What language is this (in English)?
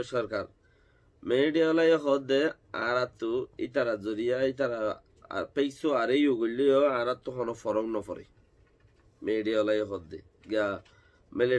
Rohingya